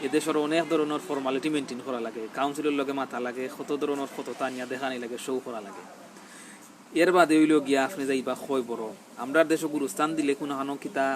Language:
Sylheti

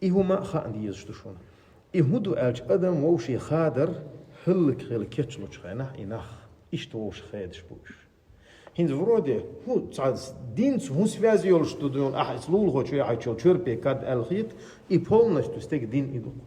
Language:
Chechen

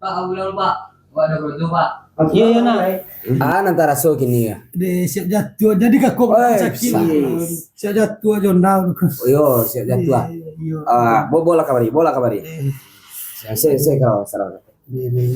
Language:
Minangkabau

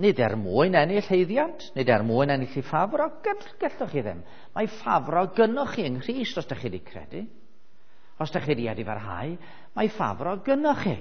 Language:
Welsh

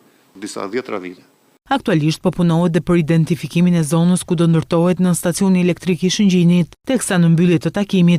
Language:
Albanian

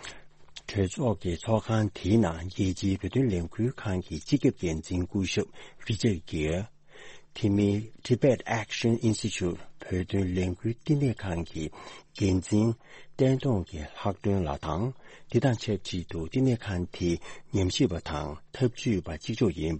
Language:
Tibetan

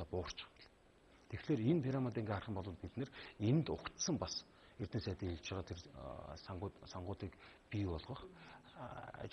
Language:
Mongolian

